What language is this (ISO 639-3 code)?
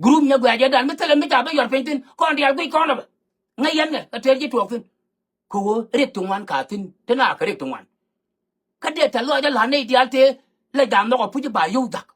nus